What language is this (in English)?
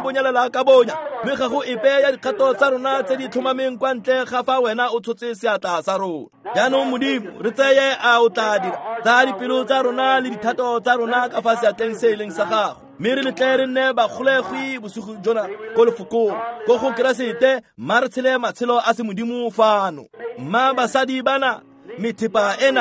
Tswana